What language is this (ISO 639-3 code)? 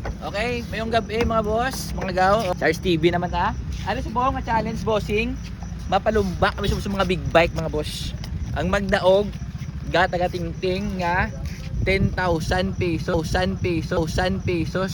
hil